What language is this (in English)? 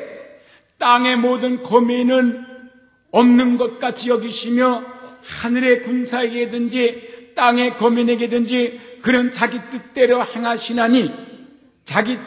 Korean